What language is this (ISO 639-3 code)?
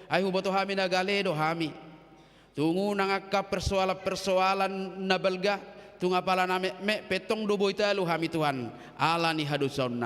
bbc